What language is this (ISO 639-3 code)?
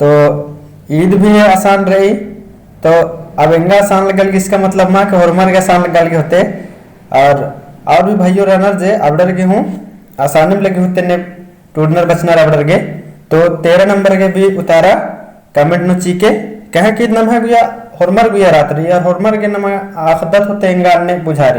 kru